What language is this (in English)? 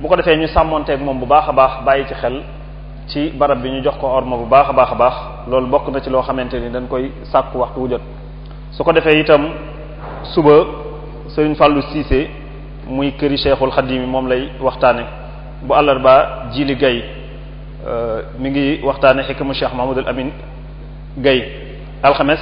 Wolof